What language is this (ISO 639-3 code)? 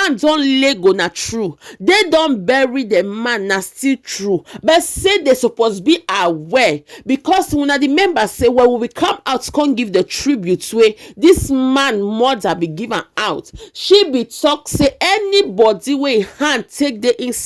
pcm